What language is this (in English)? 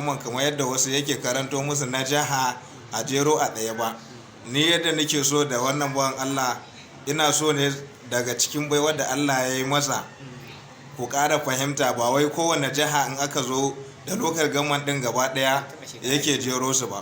Hausa